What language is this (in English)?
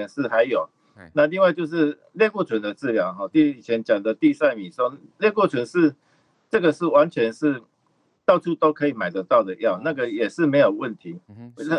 Chinese